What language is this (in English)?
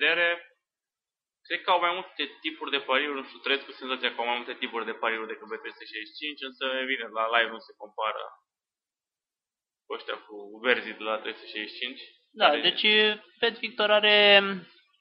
Romanian